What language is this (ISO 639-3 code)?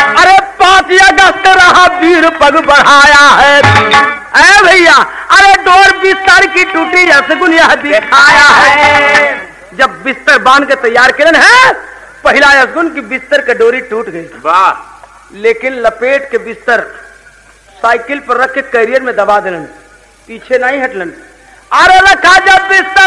bho